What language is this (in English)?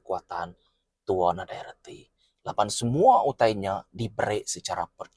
Iban